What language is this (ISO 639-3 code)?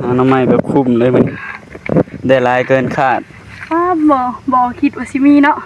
tts